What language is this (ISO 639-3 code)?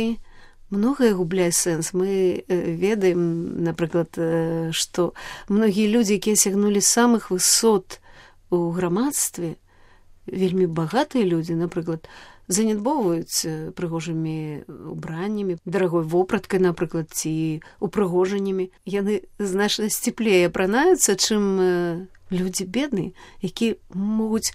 bel